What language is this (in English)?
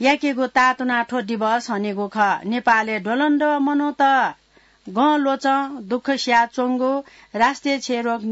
Newari